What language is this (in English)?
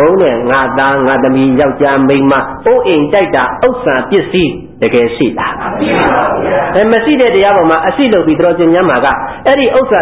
Burmese